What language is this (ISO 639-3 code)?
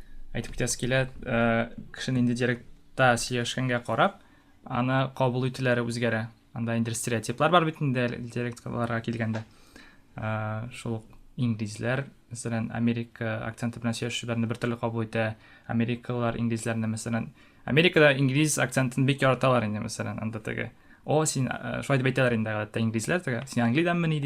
tat